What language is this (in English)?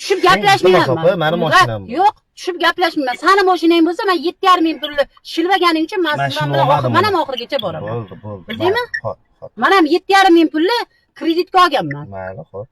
Uzbek